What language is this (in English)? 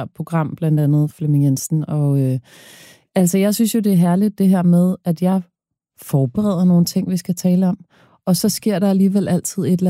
Danish